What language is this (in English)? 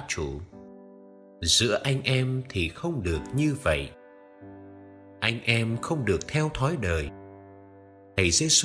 Vietnamese